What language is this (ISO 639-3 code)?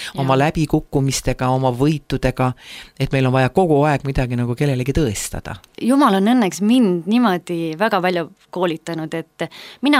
est